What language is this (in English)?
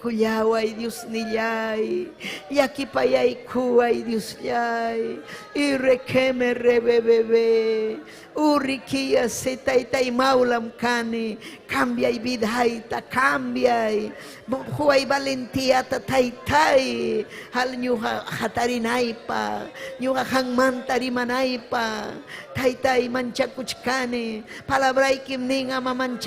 Ayacucho Quechua